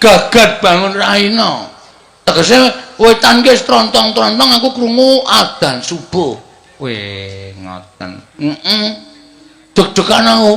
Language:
Javanese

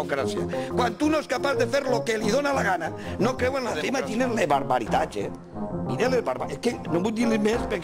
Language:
Catalan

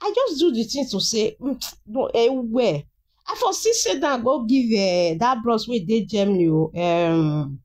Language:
Nigerian Pidgin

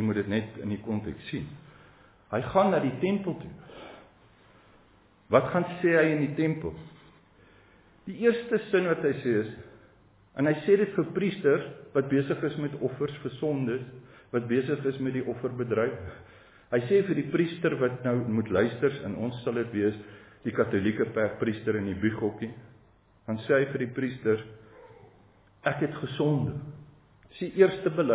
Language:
Afrikaans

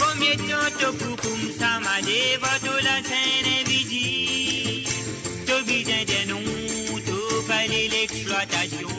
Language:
Morisyen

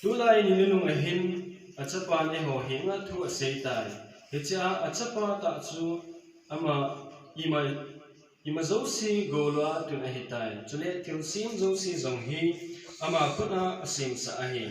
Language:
Thado Chin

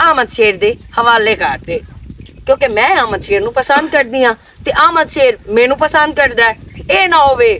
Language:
Western Panjabi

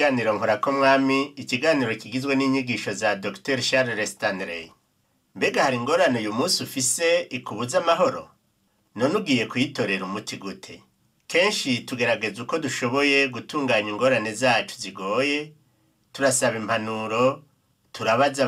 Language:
Rundi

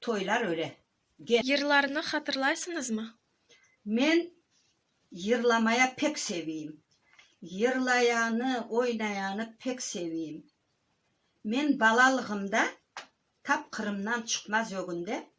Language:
Crimean Tatar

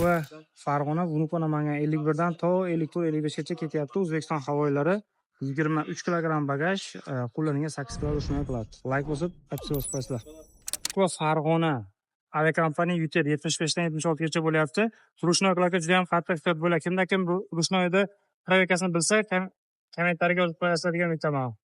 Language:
Uzbek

